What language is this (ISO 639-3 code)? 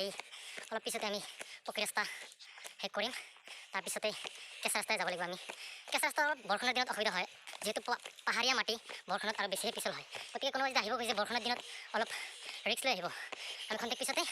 asm